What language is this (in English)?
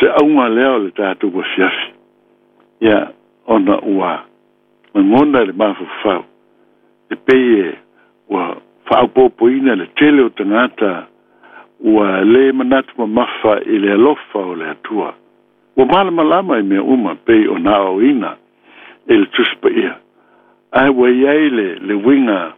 Samoan